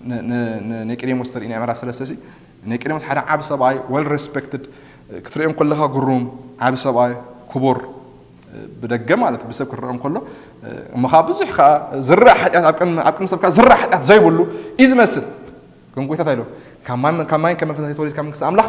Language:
Tigrinya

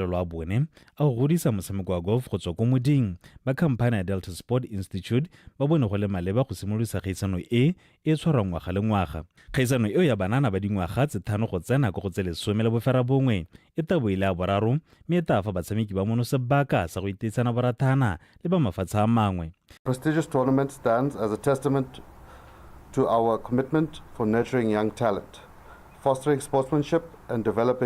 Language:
Tswana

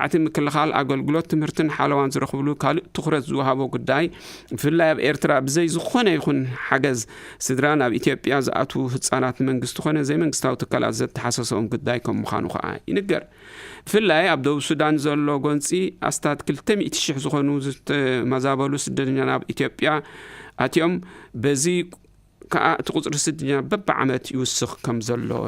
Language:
Tigrinya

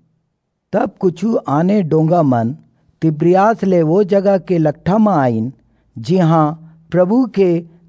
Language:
Chhattisgarhi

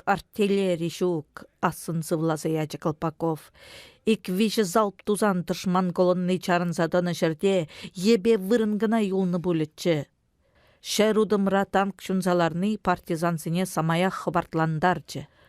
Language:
Chuvash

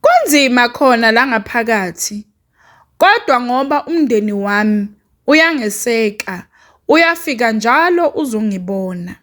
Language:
Zulu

